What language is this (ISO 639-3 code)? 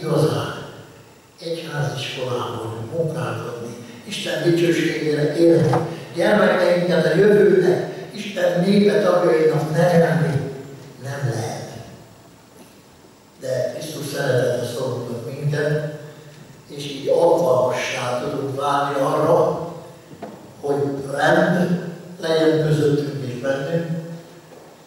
hun